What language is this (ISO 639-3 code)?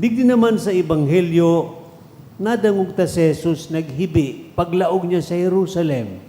bik